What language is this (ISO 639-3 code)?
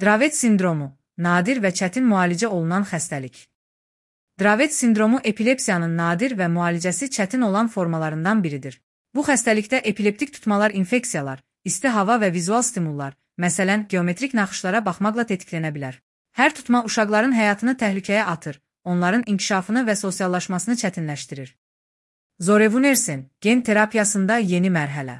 aze